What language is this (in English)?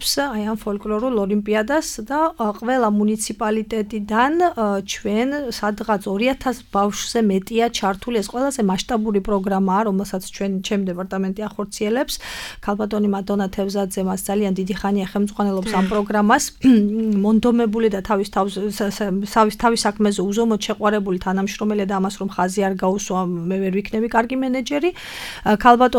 Georgian